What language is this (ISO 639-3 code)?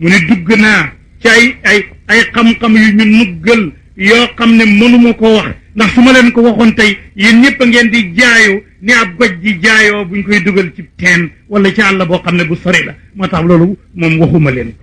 wol